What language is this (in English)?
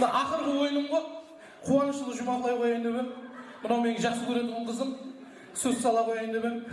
Kara-Kalpak